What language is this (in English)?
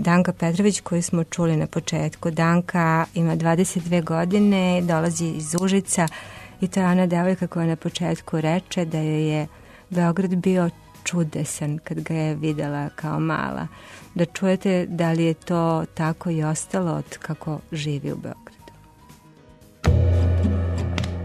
Serbian